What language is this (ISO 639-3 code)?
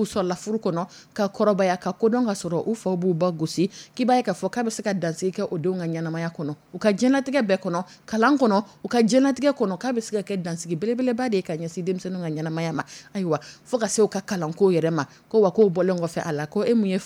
dyu